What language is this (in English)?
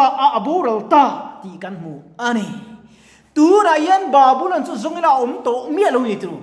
Mizo